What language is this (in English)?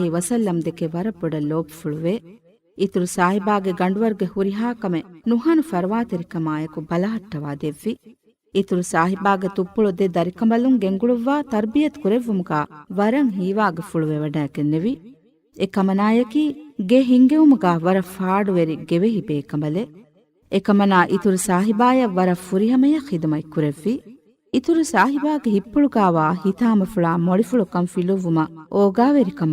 Divehi